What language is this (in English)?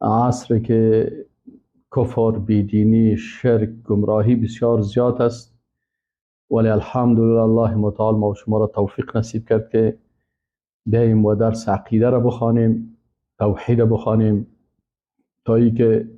Persian